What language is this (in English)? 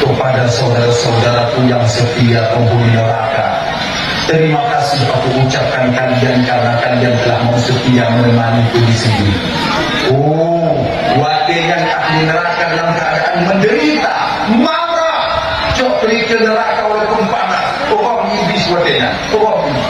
Achinese